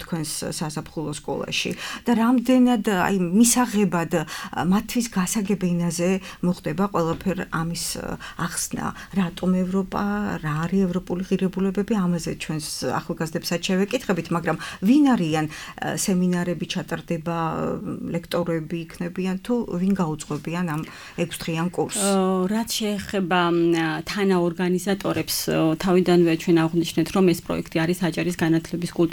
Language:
Georgian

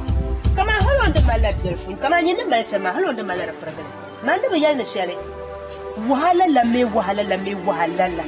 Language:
Dagbani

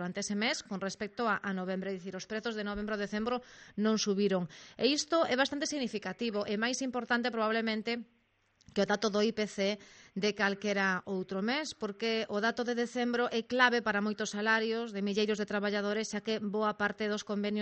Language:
Galician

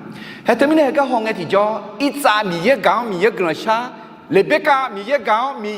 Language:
Akha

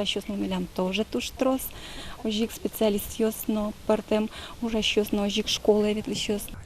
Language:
Udmurt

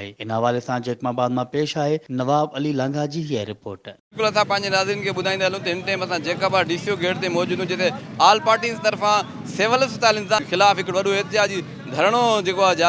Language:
Sindhi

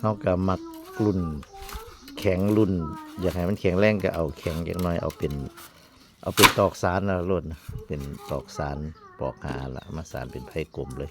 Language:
Northeastern Thai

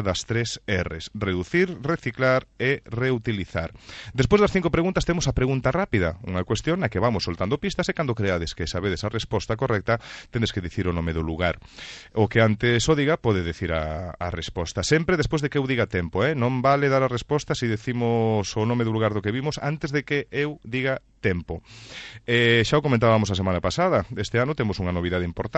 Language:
Galician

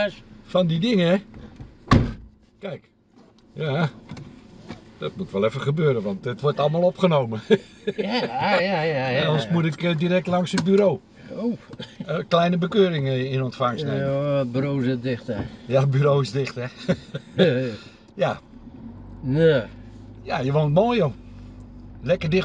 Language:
Dutch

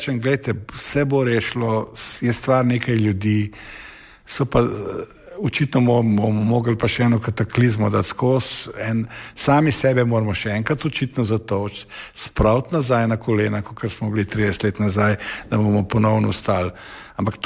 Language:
Slovenian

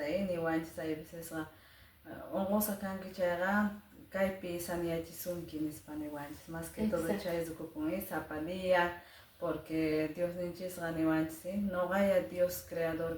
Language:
Quechua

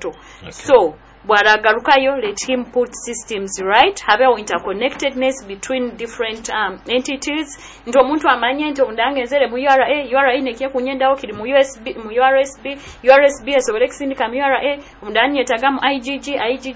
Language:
Nyoro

